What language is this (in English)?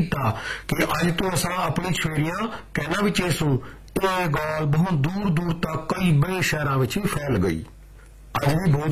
Punjabi